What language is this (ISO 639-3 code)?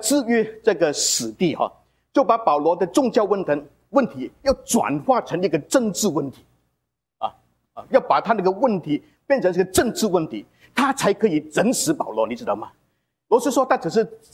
zho